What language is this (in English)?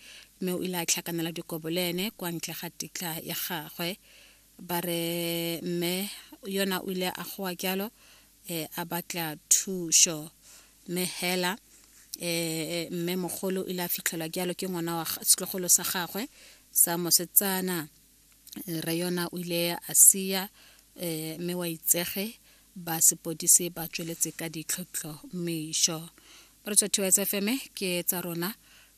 Tswana